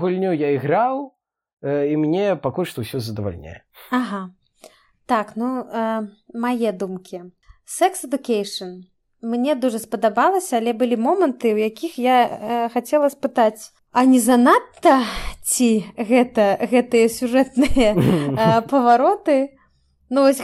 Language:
Belarusian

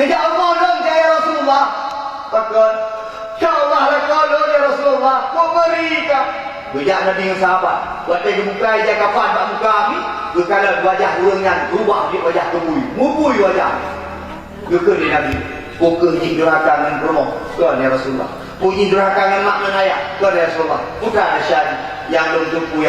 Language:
Achinese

